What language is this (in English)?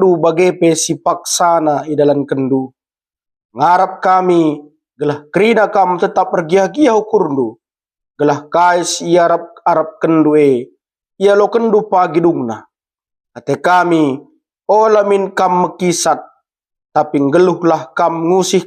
Batak Karo